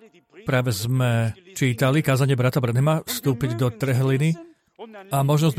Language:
Slovak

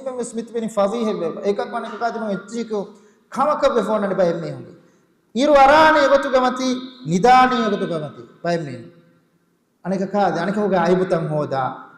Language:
Divehi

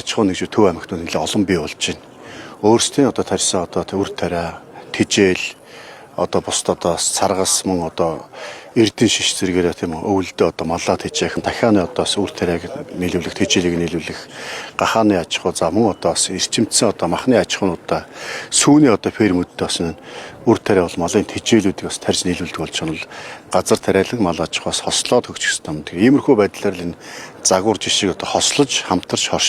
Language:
Mongolian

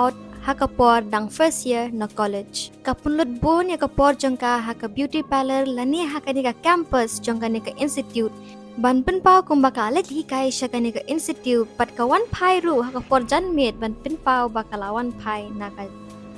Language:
Khasi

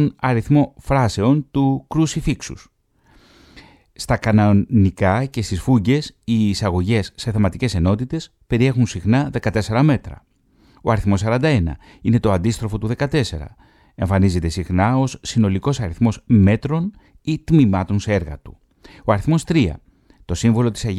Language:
Greek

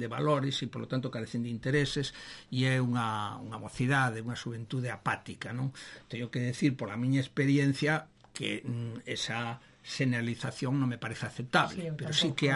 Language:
Galician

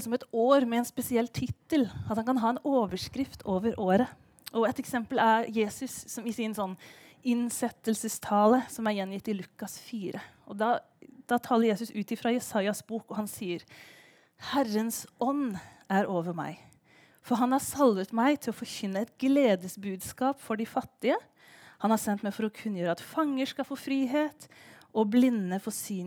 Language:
Norwegian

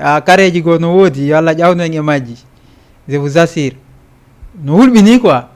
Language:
Fula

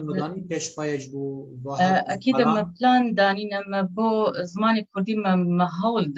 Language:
Kurdish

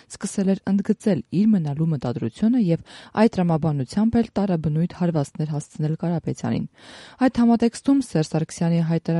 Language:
Armenian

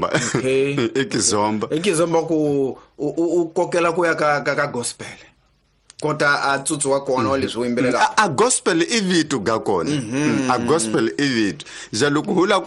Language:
Tsonga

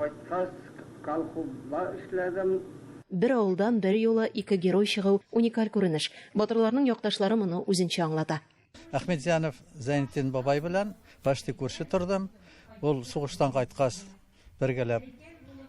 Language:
Tatar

